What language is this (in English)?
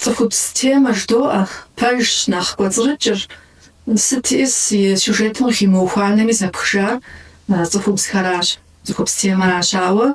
Kabardian